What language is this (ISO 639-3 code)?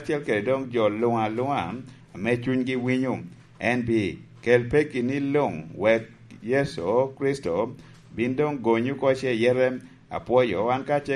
laj